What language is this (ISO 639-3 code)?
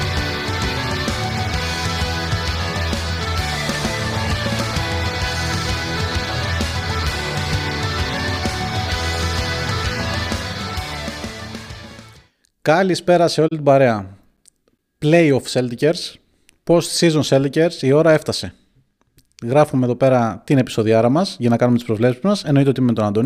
ell